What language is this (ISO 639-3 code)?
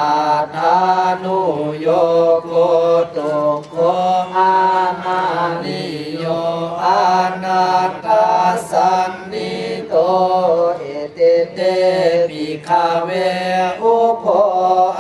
pli